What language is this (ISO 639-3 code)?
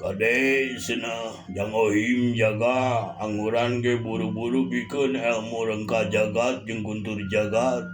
sun